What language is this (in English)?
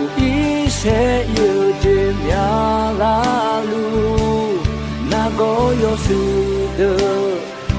Akha